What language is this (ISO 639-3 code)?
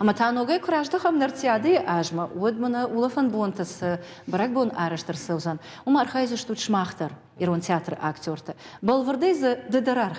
oss